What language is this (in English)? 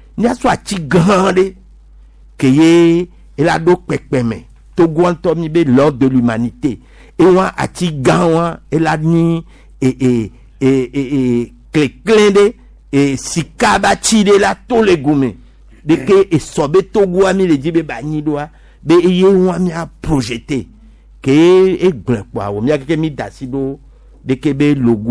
Gen